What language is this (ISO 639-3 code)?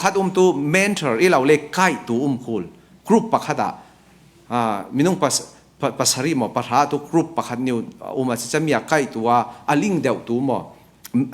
cfm